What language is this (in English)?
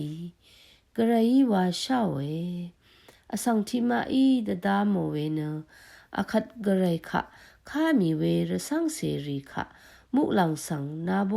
Rawang